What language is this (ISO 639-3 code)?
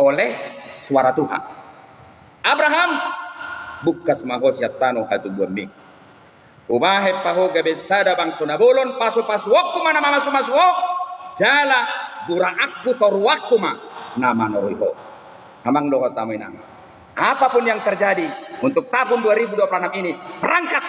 bbc